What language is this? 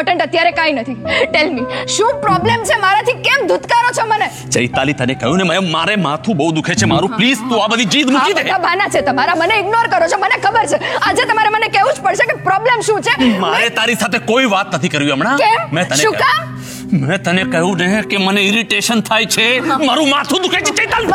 Gujarati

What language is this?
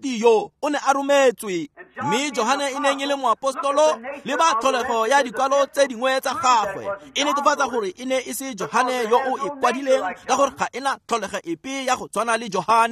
Tswana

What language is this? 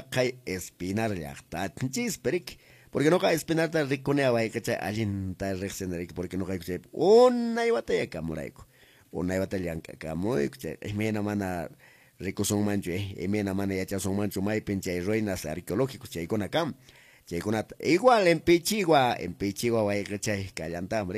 Quechua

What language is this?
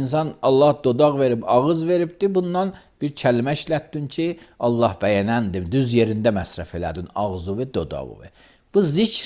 Azerbaijani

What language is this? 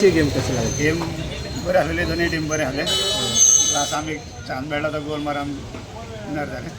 Konkani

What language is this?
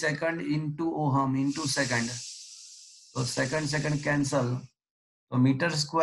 Gujarati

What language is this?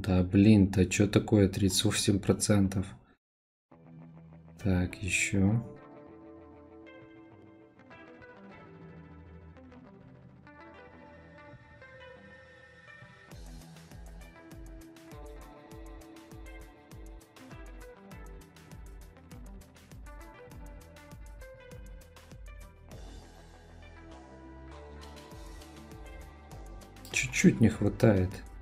Russian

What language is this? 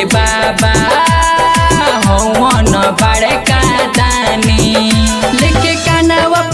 Bhojpuri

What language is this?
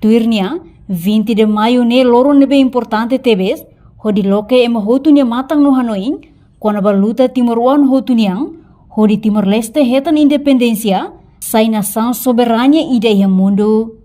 Tetum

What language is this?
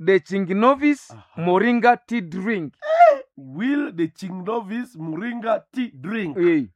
Nande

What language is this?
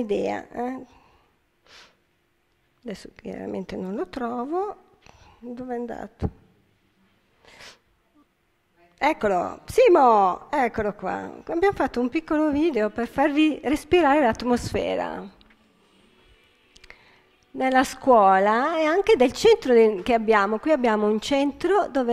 Italian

